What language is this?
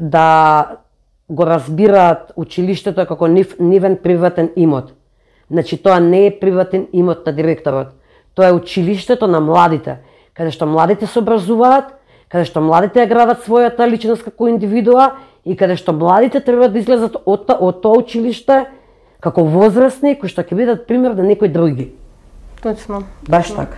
Macedonian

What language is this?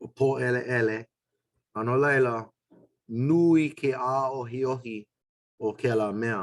Hawaiian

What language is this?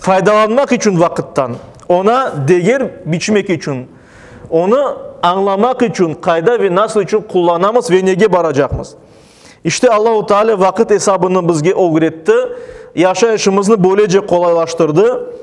Crimean Tatar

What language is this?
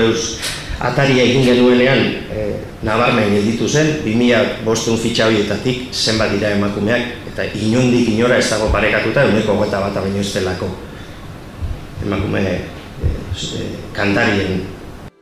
Basque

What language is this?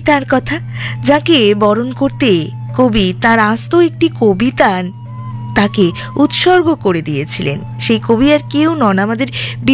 Bangla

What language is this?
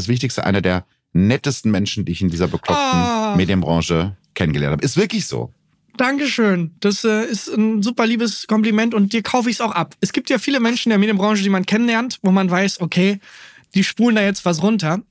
German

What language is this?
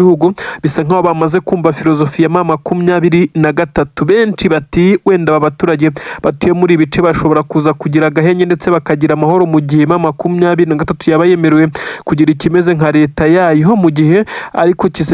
Kinyarwanda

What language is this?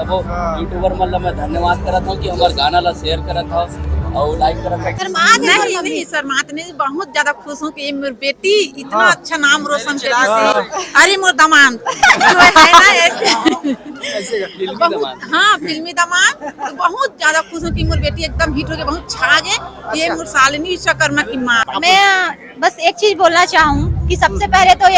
Chhattisgarhi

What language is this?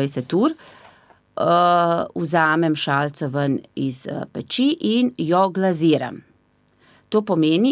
Slovenian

